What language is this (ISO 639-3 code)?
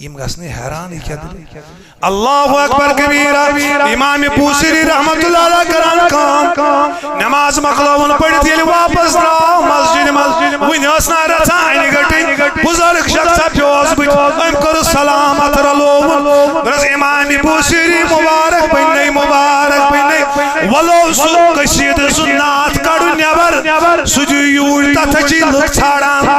kas